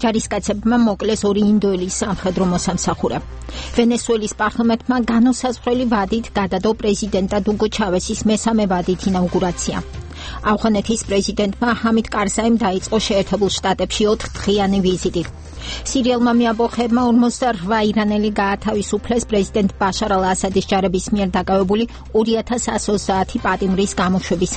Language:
Georgian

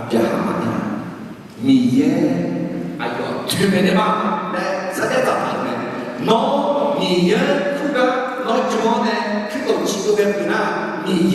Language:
Akha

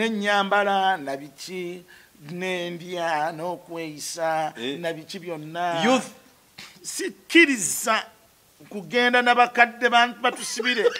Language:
Ganda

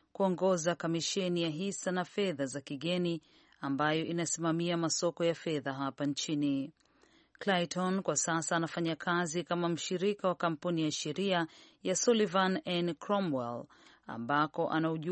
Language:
Swahili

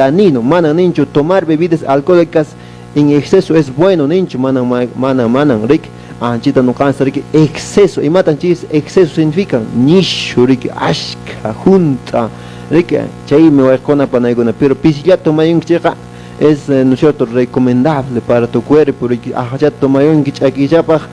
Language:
Quechua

